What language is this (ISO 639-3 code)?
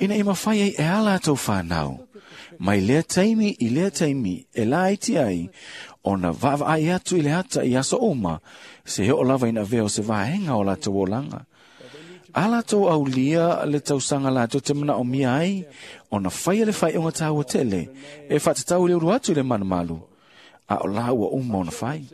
smo